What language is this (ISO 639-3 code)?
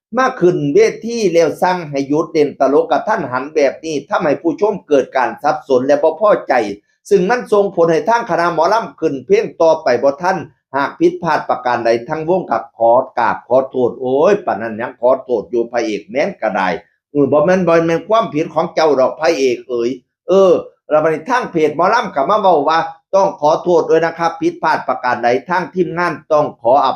tts